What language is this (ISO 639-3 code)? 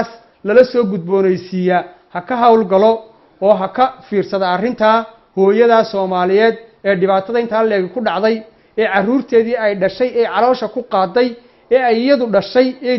som